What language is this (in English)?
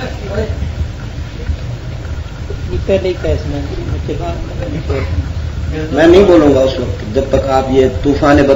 Urdu